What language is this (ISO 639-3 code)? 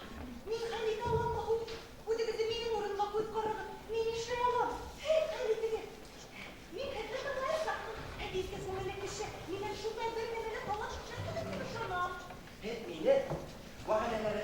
bak